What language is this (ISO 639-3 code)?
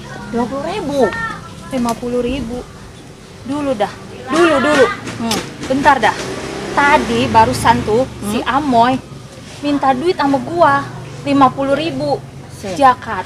bew